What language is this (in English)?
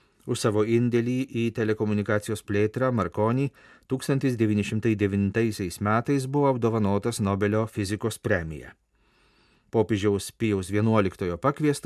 Lithuanian